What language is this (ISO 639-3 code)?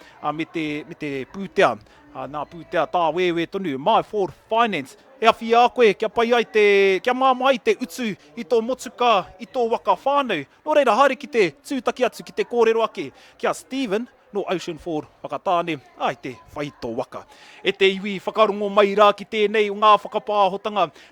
mri